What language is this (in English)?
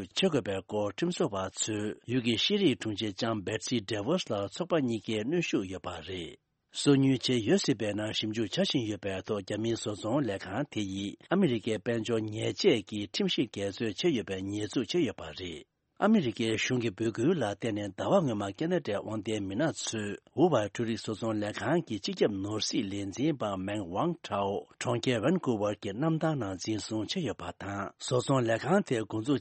Tibetan